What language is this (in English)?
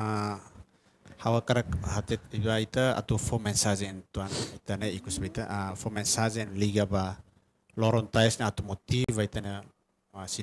Tetum